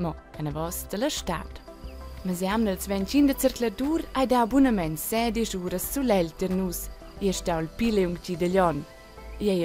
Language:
Romansh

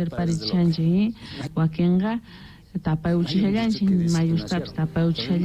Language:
South Bolivian Quechua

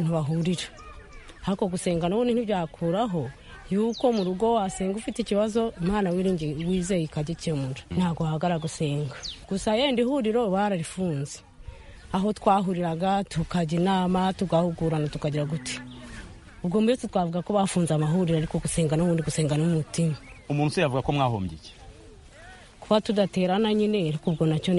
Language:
Kinyarwanda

